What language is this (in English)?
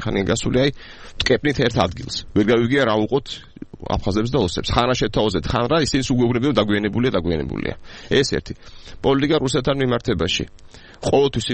Georgian